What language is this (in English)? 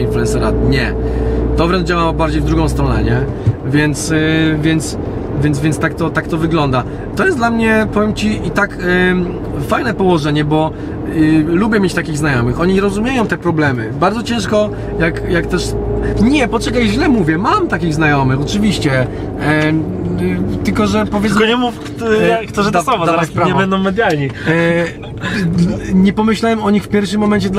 Polish